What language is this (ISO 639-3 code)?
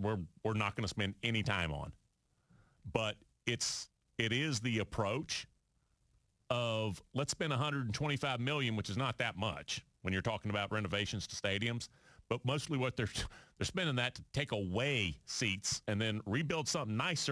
eng